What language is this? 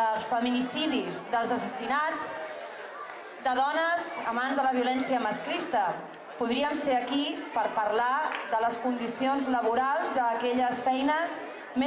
Catalan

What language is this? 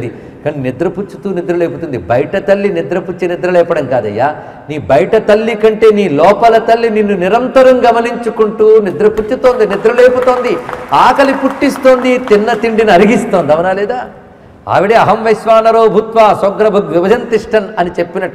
Telugu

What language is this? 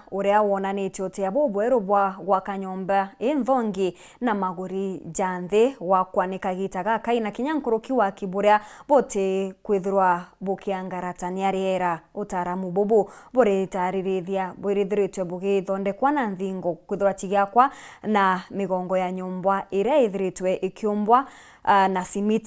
Meru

